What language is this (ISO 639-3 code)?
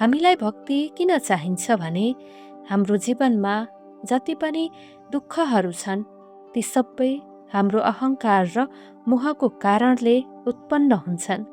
nep